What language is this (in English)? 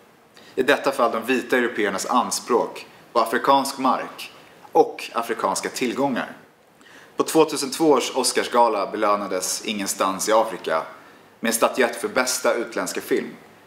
Swedish